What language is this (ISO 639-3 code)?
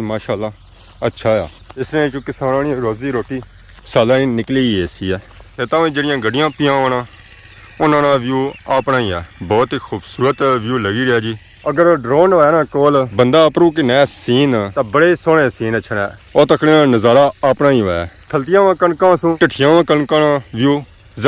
phr